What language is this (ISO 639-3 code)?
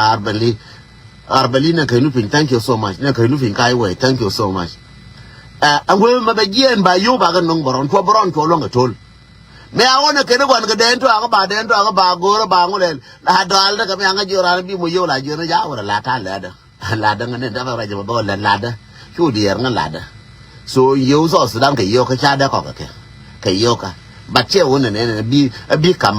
nus